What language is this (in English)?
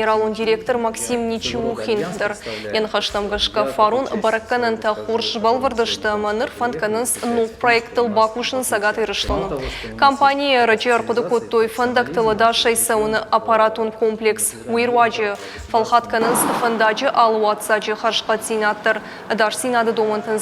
Ossetic